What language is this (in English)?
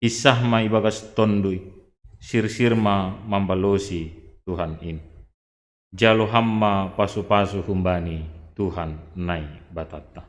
Batak Simalungun